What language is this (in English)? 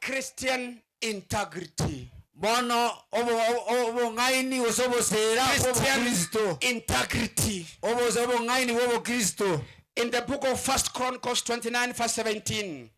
Gusii